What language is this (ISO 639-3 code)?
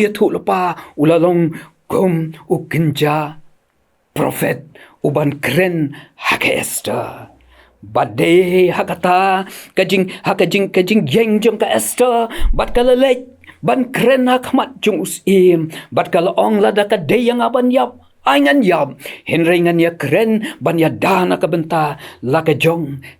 kha